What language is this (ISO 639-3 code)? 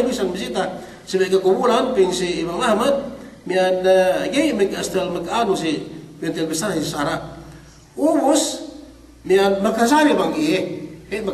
yka